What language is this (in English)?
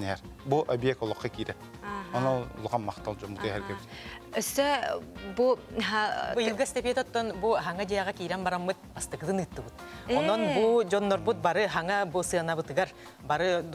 Yakut